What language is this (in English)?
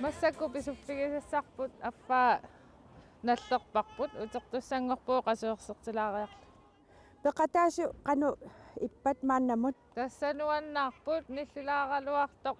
Kalaallisut